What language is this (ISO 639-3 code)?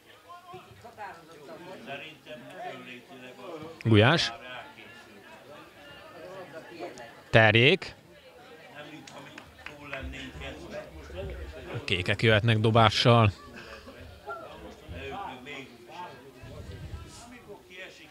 hun